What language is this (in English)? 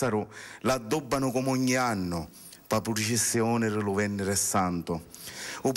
Sicilian